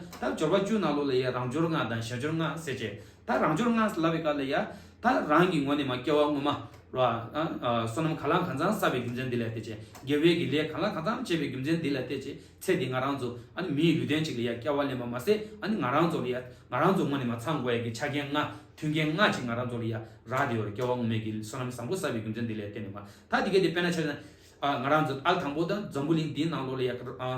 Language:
Tibetan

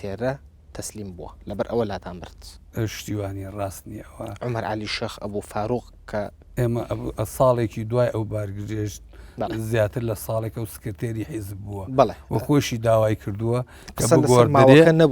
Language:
Central Kurdish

